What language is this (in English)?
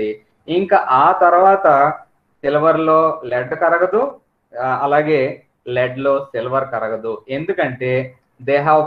Telugu